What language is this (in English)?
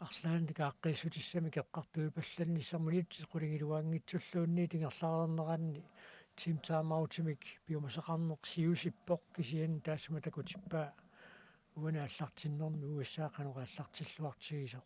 Kalaallisut